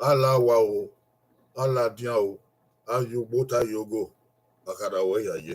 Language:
Bini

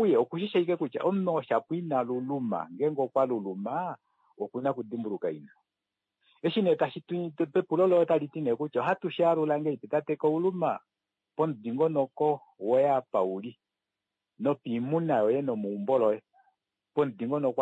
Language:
Kuanyama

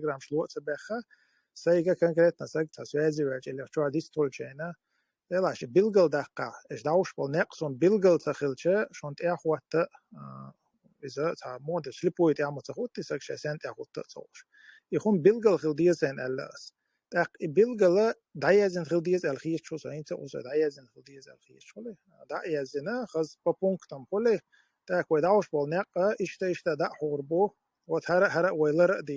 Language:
Chechen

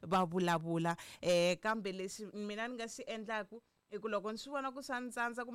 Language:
Tsonga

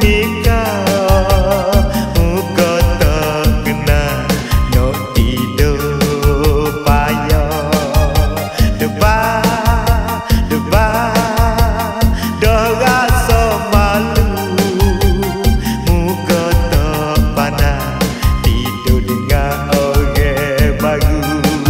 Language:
Malay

